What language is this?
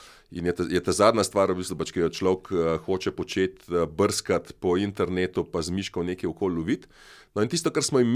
Slovenian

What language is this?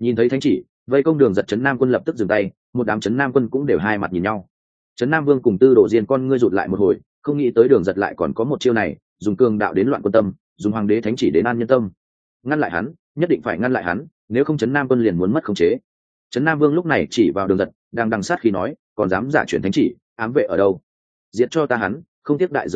Vietnamese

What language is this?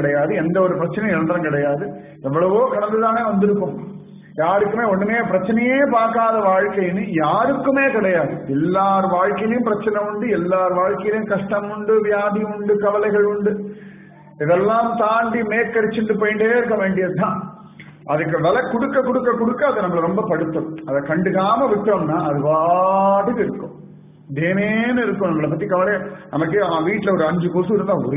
Tamil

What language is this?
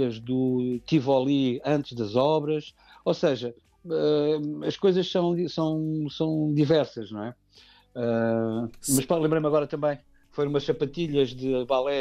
Portuguese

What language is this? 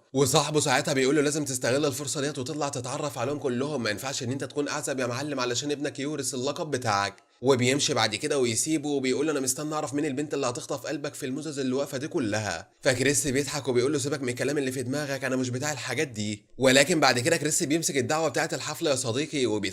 Egyptian Arabic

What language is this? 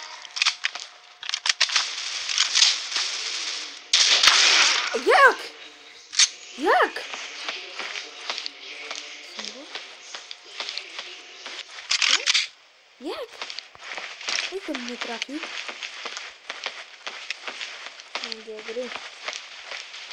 Polish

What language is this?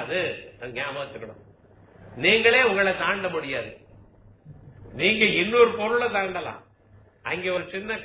Tamil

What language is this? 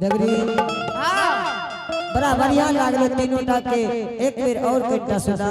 Angika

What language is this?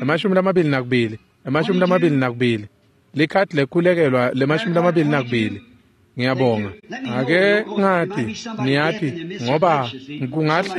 Swati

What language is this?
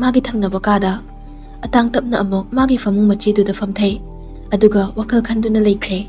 Manipuri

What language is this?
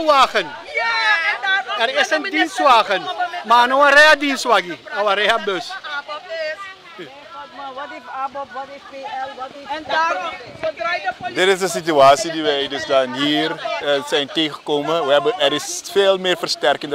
Dutch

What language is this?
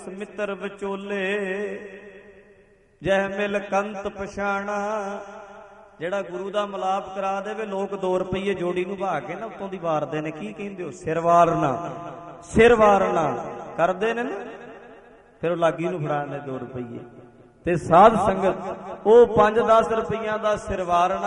Punjabi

